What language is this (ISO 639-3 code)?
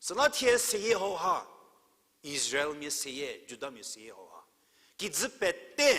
njm